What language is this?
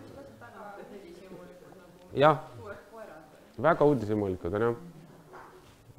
Estonian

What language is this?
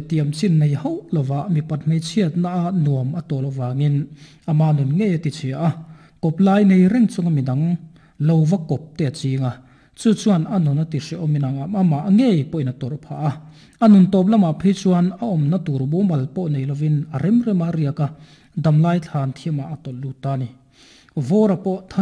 Mizo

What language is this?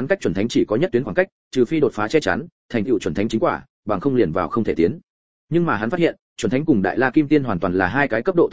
Vietnamese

